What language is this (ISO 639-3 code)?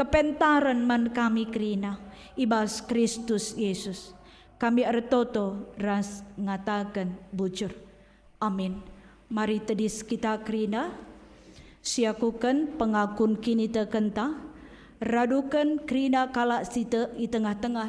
btx